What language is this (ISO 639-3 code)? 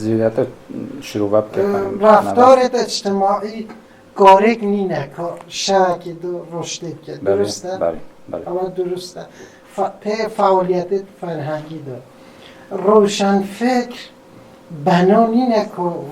kur